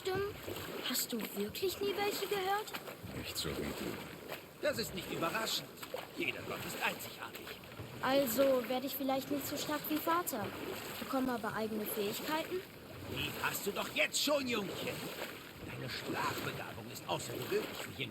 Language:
Bavarian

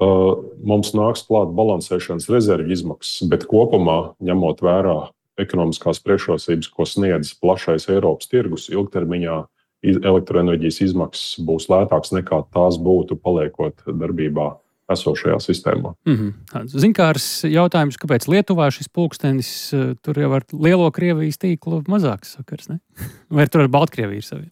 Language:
Latvian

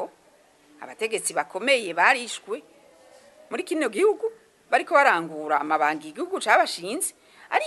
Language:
Rundi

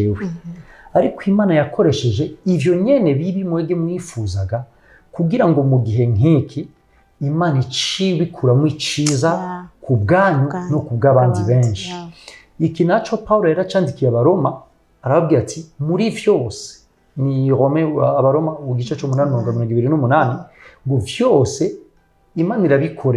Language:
Rundi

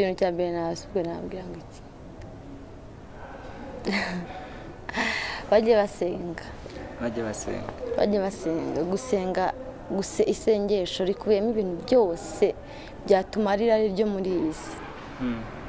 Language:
Kinyarwanda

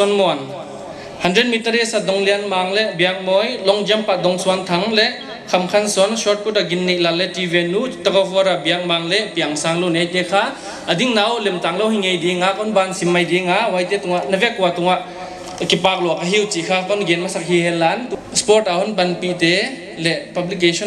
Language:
Paite Chin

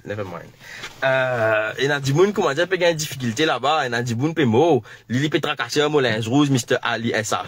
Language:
Morisyen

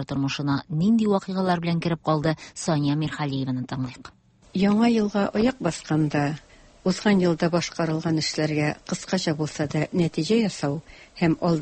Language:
Tatar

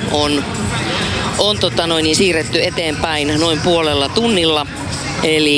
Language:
Finnish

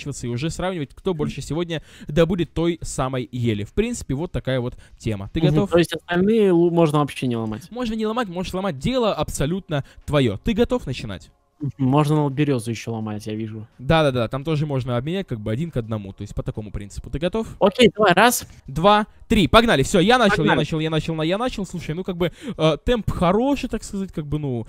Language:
Russian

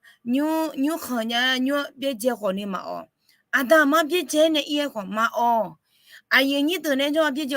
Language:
Akha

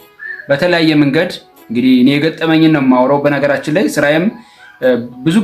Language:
Amharic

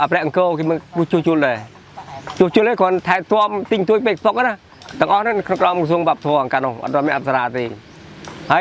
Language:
Khmer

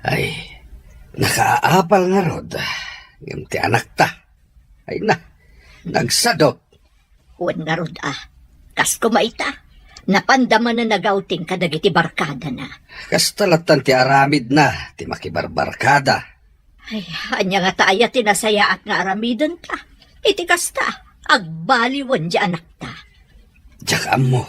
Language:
Iloko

